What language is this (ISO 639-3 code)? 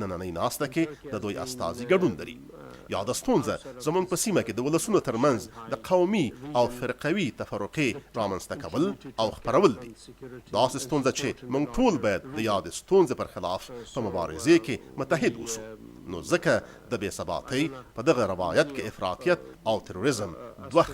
pus